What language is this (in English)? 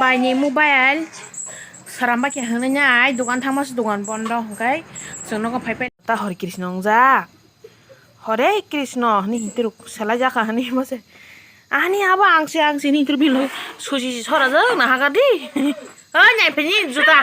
Kok Borok